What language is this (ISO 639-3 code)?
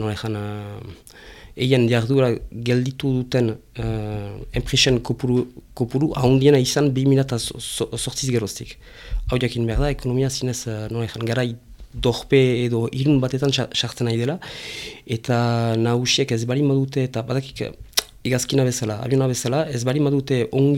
eus